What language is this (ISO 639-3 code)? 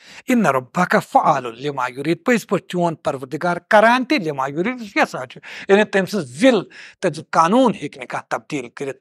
kas